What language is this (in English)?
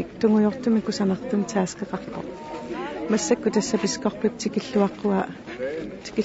Kalaallisut